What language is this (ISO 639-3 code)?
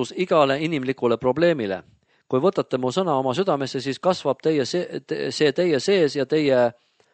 est